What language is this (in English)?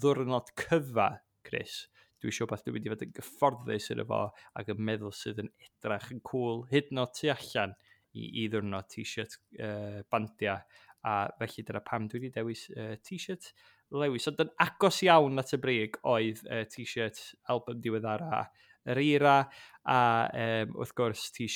Welsh